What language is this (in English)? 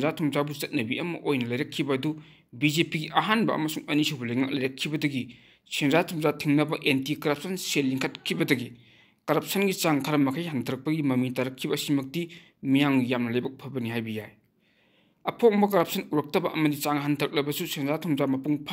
Manipuri